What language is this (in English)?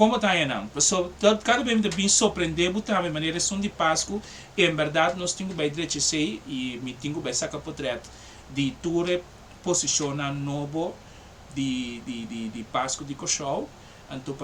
Papiamento